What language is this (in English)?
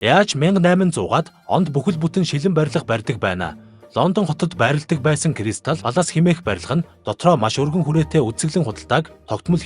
Mongolian